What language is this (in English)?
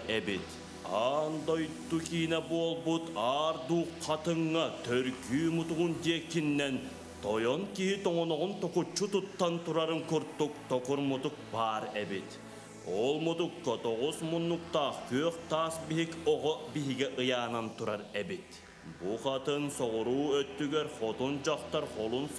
Yakut